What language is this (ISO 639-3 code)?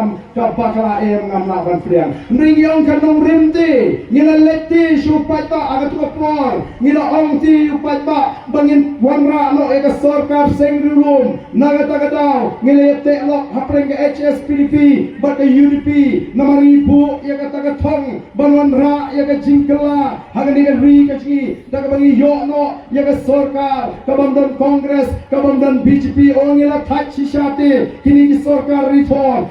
kha